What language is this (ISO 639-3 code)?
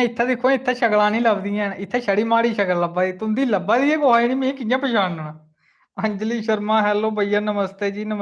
doi